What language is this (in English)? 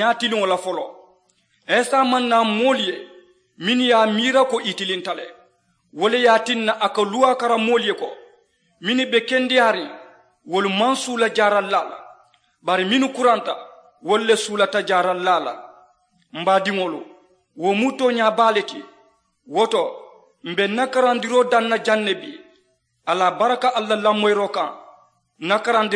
Mandingo